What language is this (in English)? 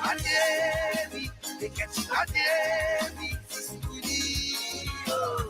Morisyen